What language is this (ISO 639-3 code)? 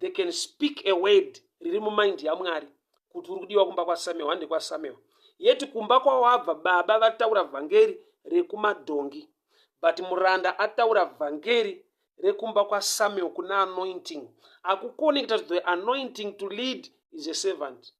sna